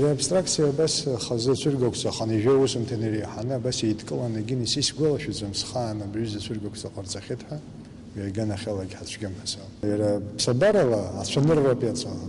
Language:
Abkhazian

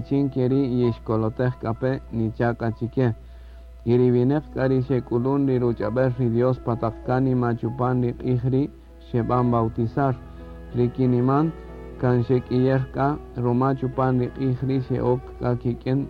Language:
Kaqchikel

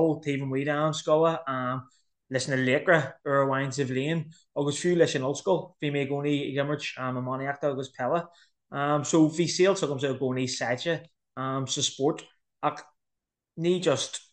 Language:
Irish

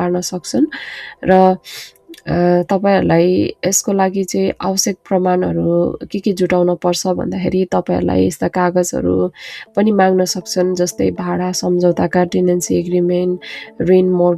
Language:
Nepali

